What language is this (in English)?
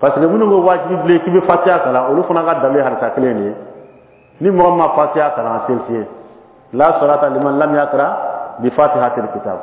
Bambara